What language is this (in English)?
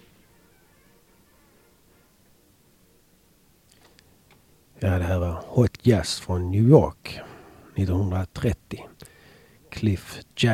Swedish